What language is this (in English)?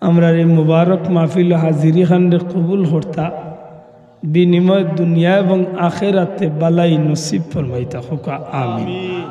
Sylheti